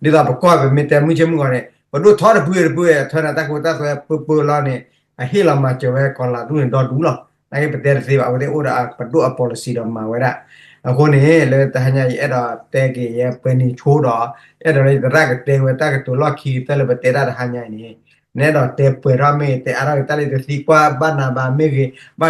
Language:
S'gaw Karen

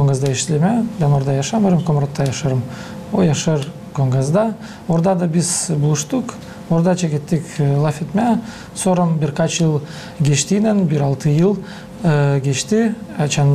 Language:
Gagauz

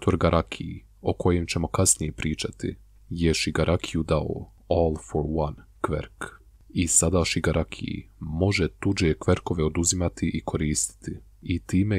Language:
Bosnian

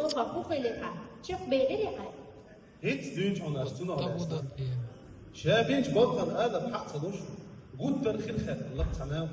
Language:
Chechen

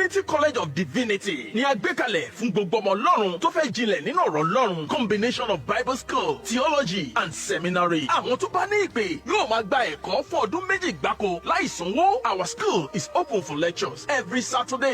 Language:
Yoruba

